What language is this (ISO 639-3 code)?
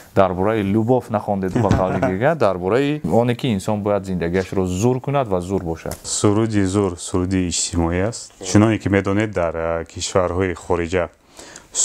tgk